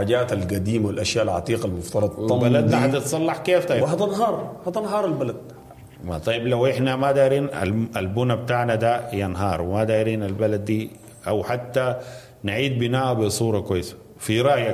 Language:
Sudanese Arabic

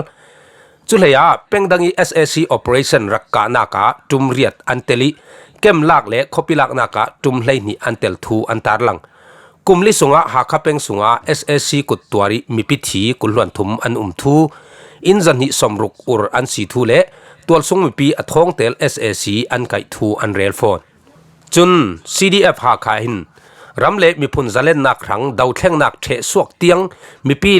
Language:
Falam Chin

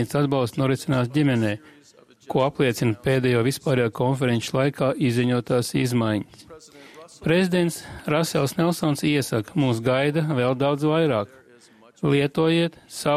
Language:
Latvian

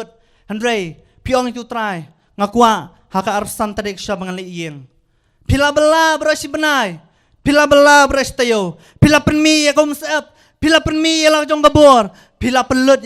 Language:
Khasi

